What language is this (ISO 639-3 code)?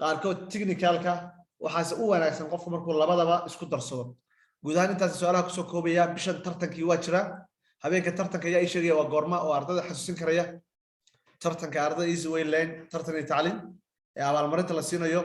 som